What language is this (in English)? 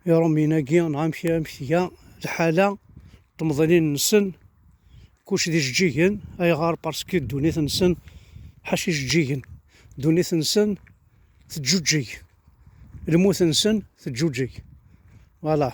Kabyle